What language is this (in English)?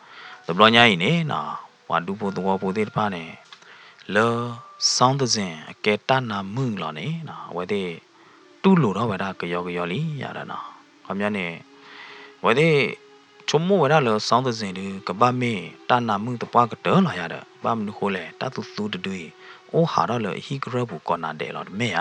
S'gaw Karen